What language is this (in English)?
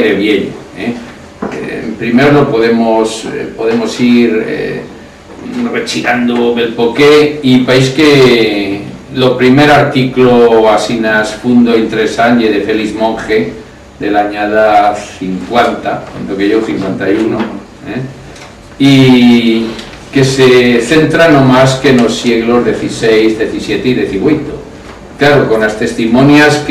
Aragonese